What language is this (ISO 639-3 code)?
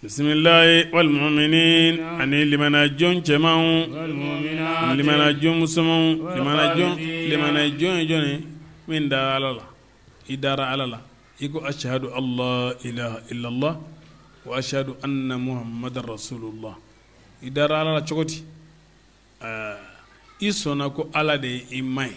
bam